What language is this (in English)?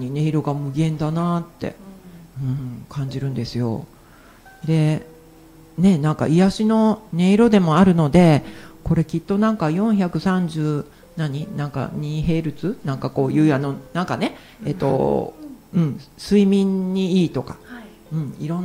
Japanese